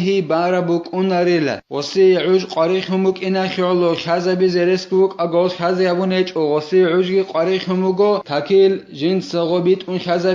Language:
Avaric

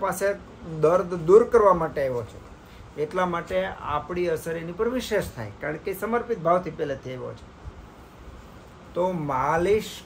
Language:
Gujarati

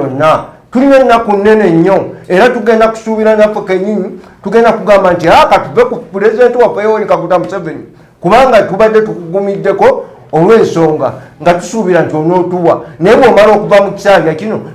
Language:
Ganda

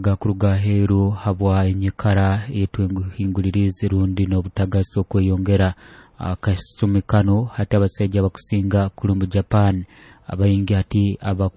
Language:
Nyoro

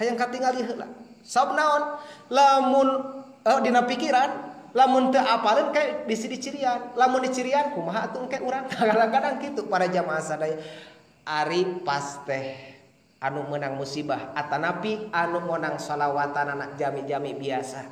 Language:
Sundanese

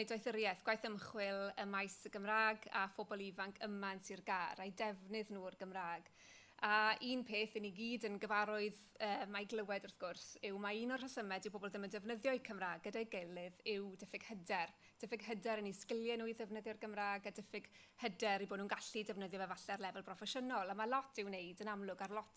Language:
Welsh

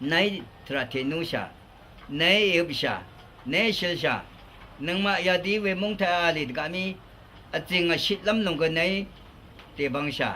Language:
Rawang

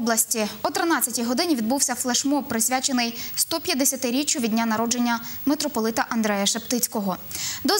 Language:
Ukrainian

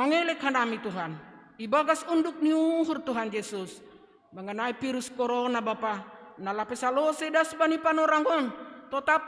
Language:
Batak Simalungun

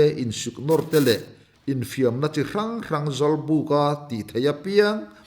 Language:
Mizo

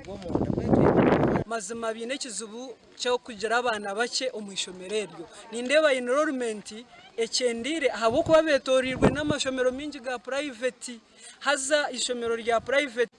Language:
Nyankole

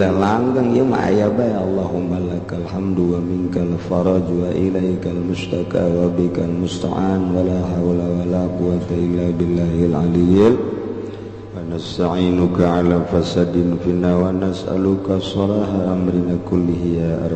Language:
Sundanese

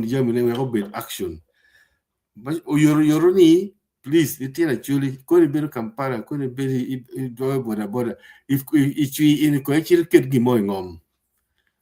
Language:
Acoli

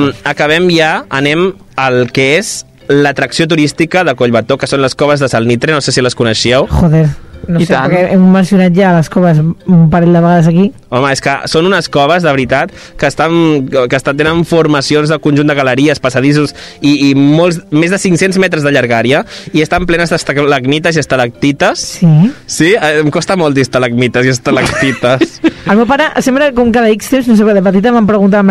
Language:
Catalan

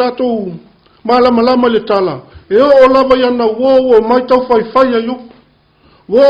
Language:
Samoan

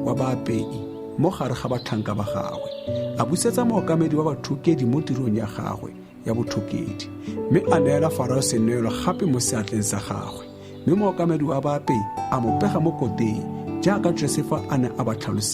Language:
Tswana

